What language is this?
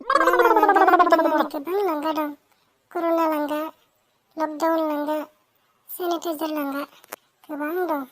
Bodo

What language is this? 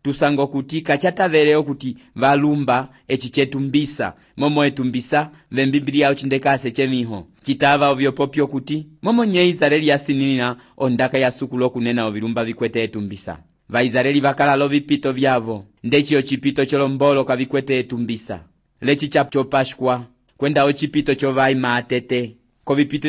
Umbundu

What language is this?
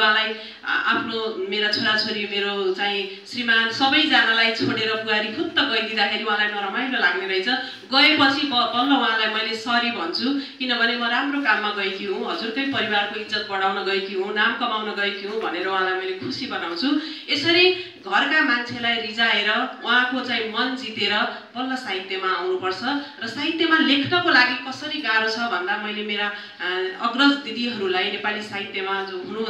Nepali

